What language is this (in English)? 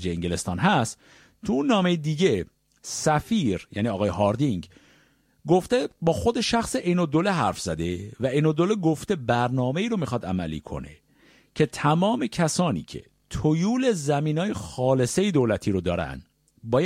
Persian